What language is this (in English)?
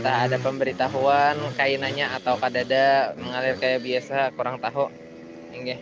Banjar